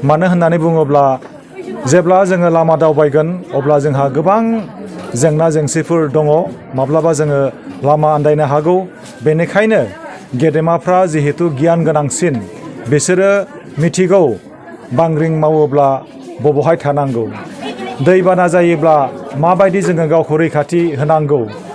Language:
Bodo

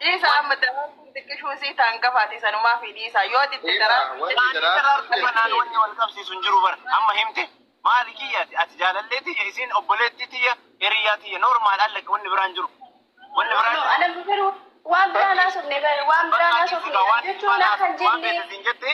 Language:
Oromo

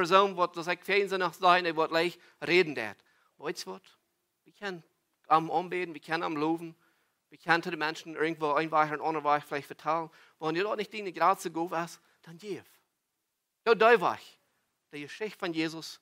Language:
Plautdietsch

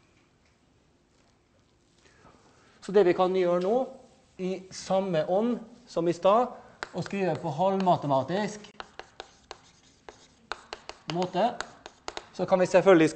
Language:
Norwegian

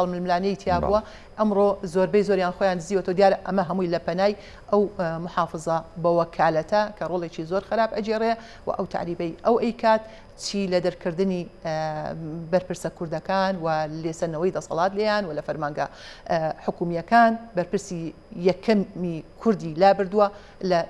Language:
Central Kurdish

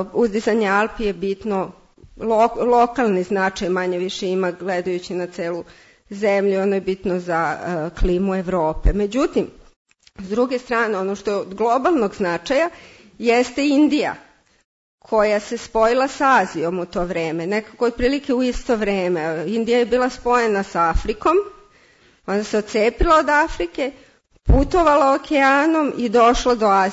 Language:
Serbian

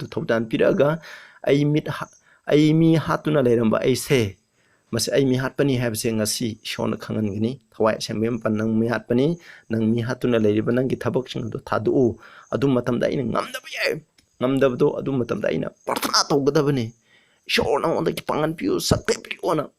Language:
Manipuri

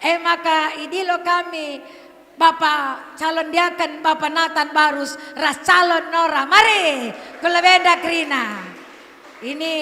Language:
Batak Karo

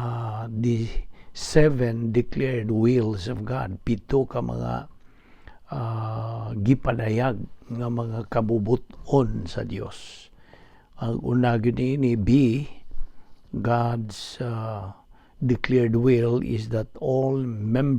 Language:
Cebuano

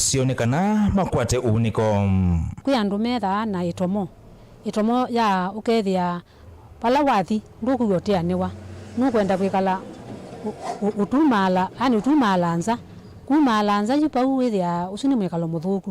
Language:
Kamba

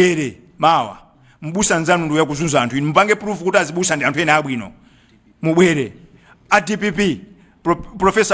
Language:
Nyanja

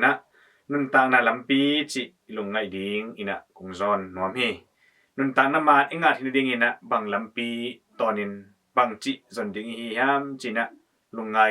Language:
Tedim Chin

